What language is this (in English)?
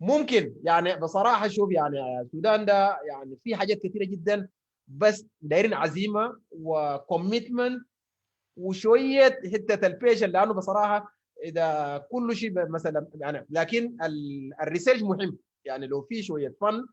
Sudanese Arabic